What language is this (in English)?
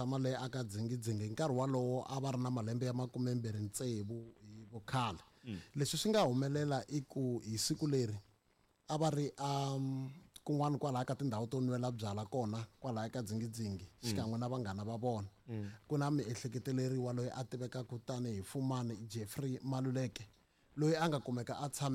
Tsonga